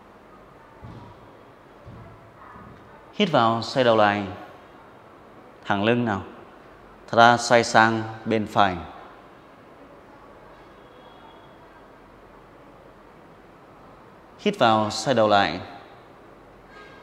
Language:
Vietnamese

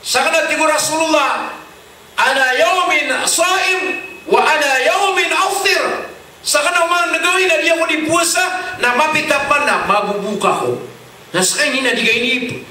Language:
Maranao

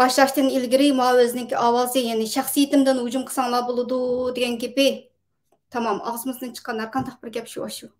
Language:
Uyghur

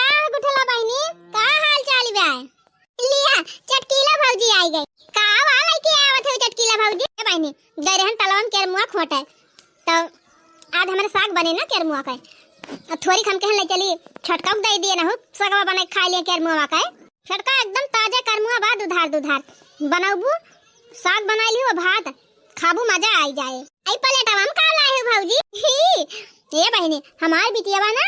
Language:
Awadhi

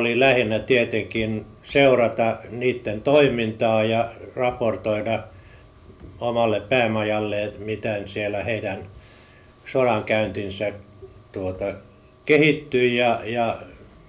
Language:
Finnish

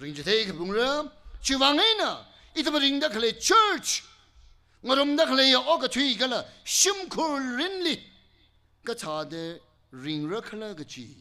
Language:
Tangkhul Naga (India)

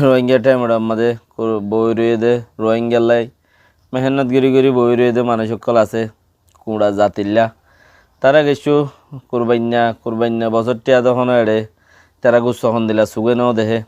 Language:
Rohingya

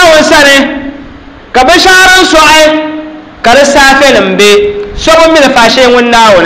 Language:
Dagbani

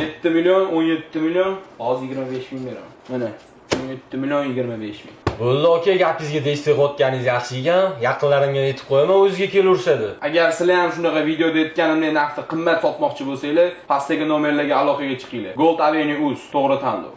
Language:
Uzbek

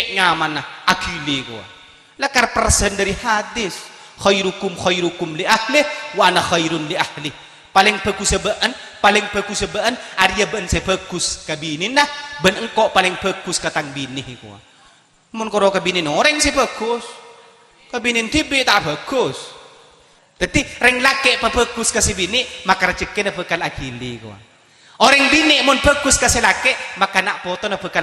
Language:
Madurese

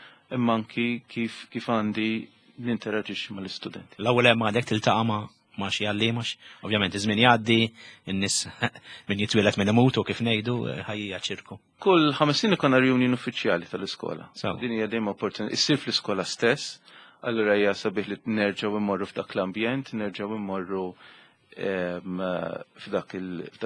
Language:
Maltese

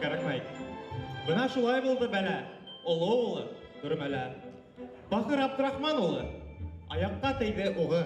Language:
Bashkir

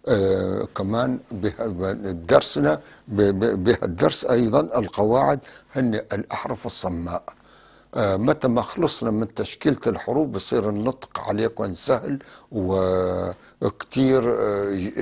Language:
North Levantine Arabic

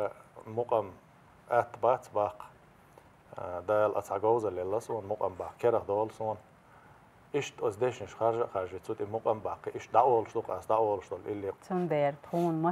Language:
Chechen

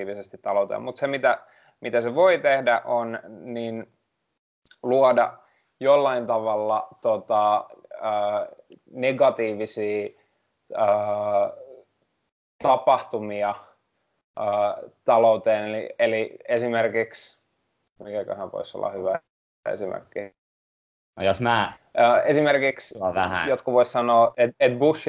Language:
Finnish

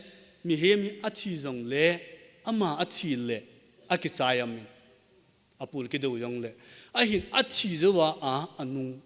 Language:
Thado Chin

